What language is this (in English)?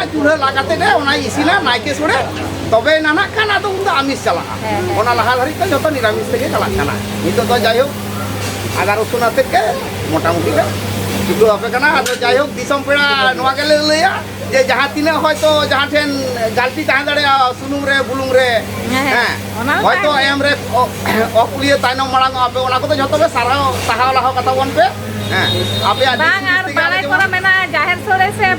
Santali